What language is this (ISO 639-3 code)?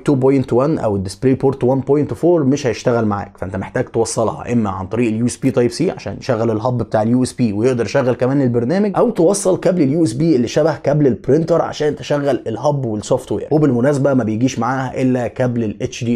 arz